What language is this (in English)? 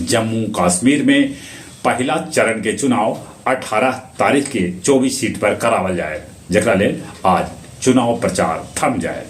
Magahi